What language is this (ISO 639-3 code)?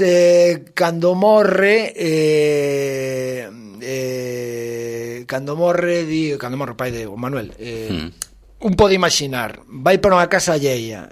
glg